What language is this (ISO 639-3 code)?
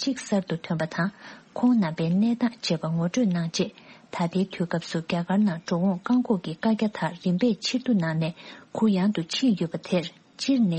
bod